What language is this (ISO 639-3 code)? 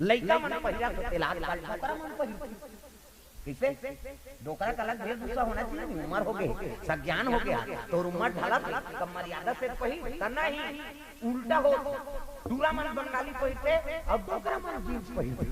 hne